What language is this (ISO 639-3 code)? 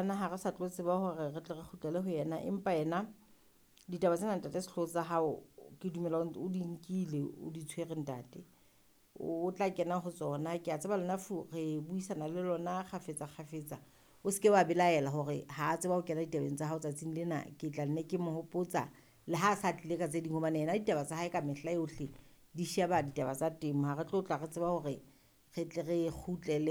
sot